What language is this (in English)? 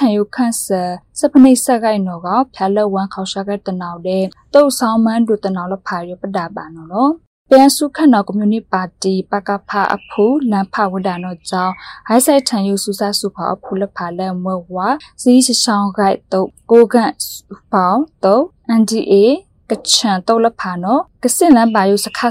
Burmese